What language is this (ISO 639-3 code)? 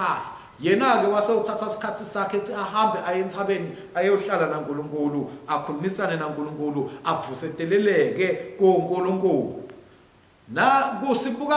ssw